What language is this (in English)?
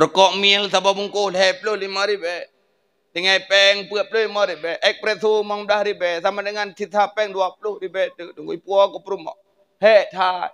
Achinese